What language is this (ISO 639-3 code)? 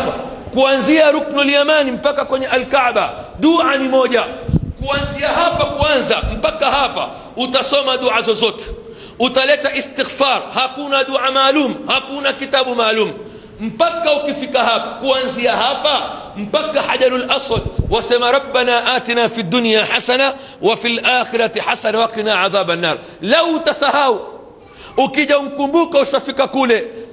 swa